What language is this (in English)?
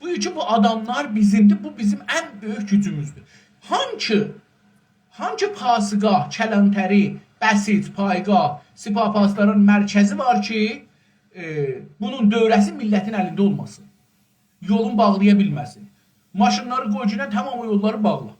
South Azerbaijani